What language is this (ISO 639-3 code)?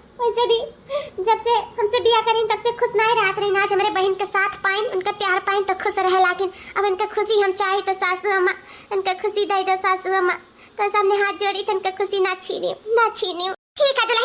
awa